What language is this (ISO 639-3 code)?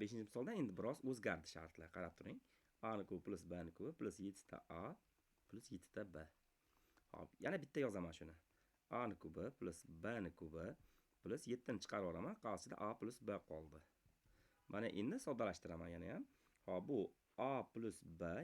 uzb